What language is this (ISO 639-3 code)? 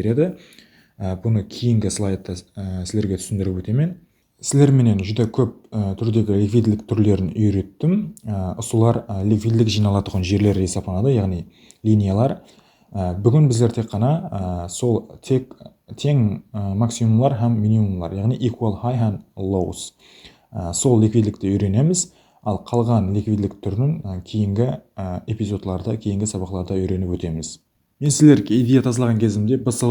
kaa